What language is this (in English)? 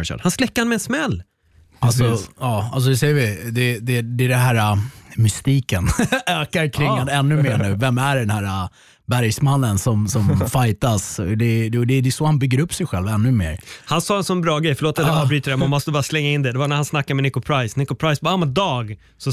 Swedish